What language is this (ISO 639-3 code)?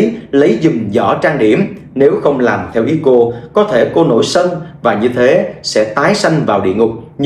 vie